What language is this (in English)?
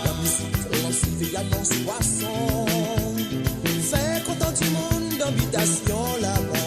Morisyen